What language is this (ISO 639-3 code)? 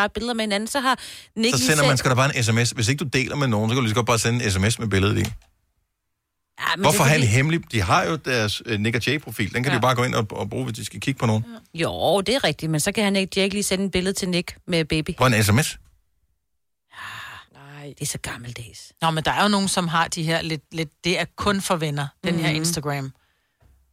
dan